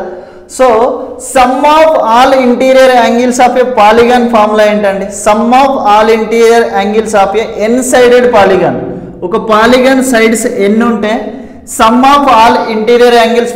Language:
Telugu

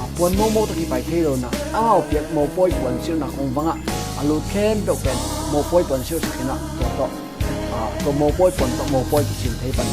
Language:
Tedim Chin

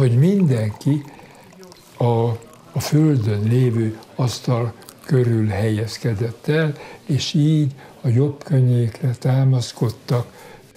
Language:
Hungarian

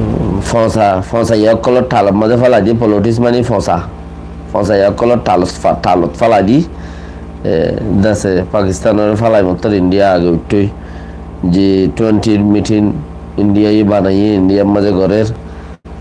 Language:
Rohingya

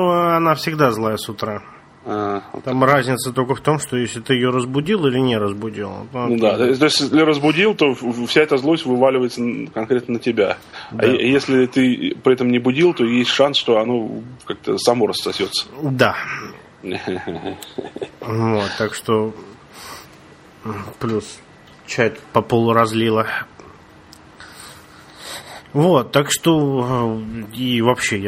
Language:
Russian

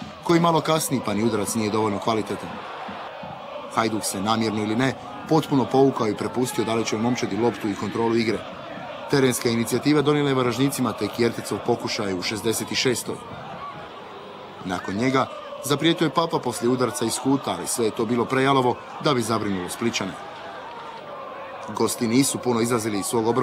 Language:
Croatian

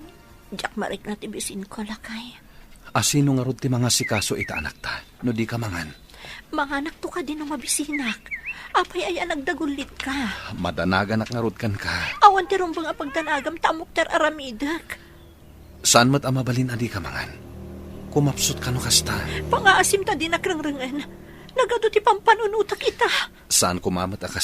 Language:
Iloko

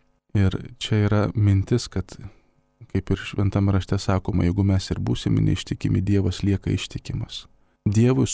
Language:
Lithuanian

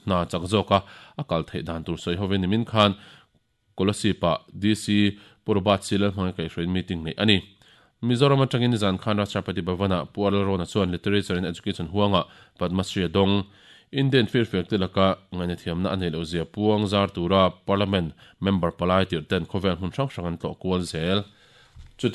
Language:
Mizo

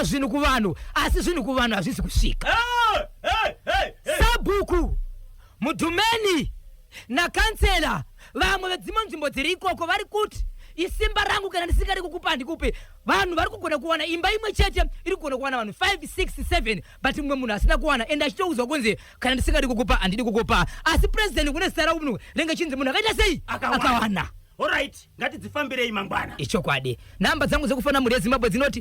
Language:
Shona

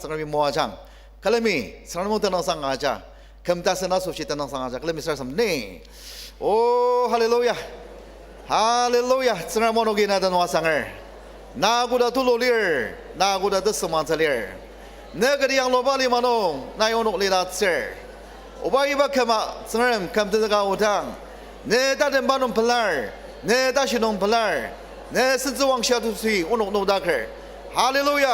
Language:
Ao Naga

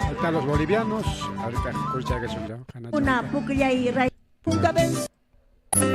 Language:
Ayacucho Quechua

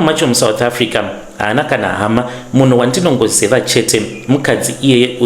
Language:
Shona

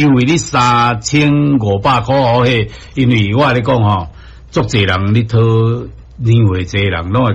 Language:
Min Nan Chinese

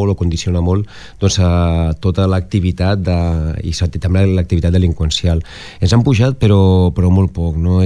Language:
Catalan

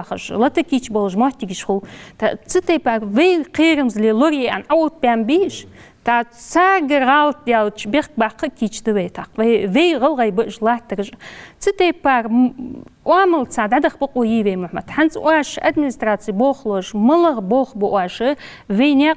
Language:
Ingush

